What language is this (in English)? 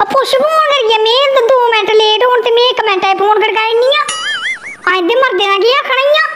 Dogri